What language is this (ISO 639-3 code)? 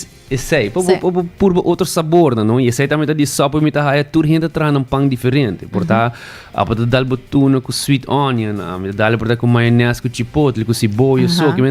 pap